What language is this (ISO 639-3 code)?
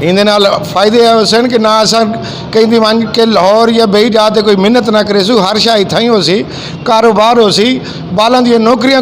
skr